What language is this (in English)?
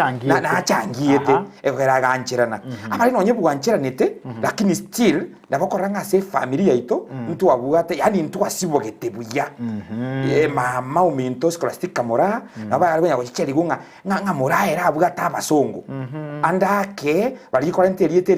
Gusii